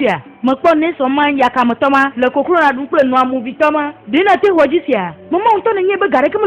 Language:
Ewe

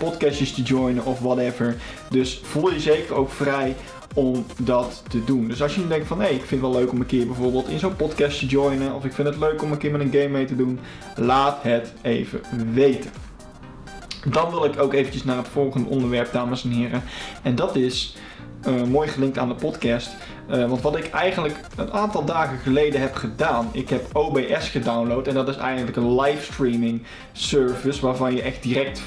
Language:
Dutch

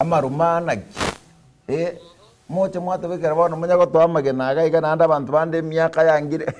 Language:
Gusii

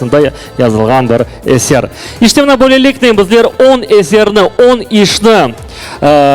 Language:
Crimean Tatar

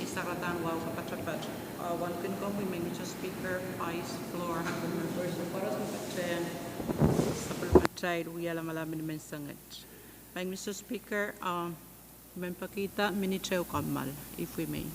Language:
Pohnpeian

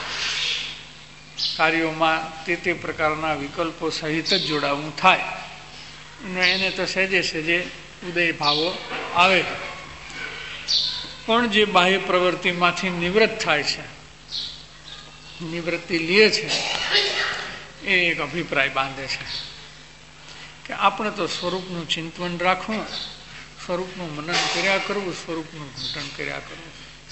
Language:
Gujarati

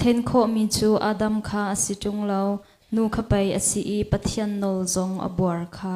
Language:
Hakha Chin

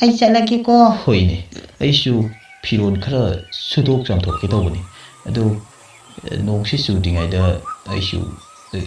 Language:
Manipuri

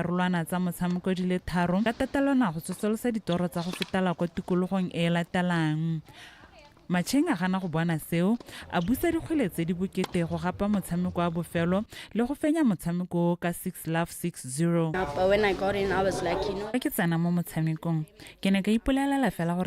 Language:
Tswana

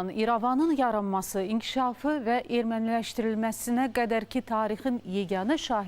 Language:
Azerbaijani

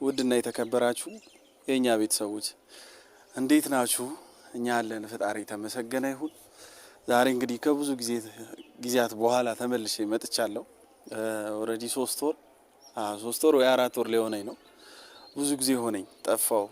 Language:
Amharic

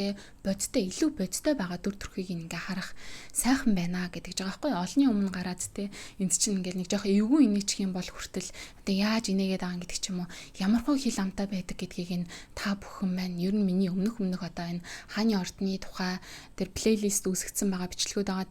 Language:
Mongolian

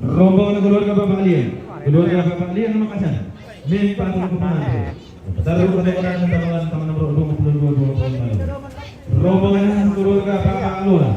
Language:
Toraja-Sa'dan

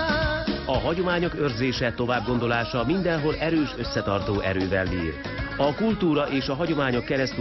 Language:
Hungarian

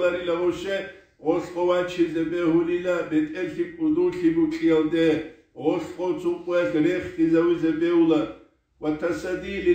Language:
Avaric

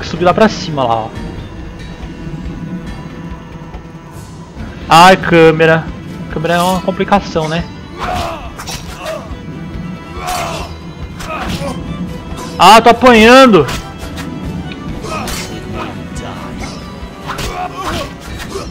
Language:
Portuguese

